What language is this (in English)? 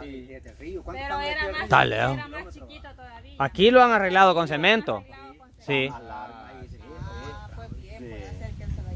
Spanish